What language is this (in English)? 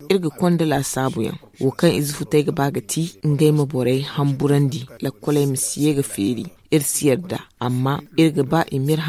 Zarma